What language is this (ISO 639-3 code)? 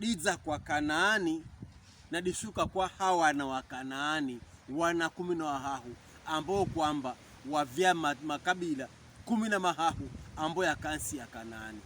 pkb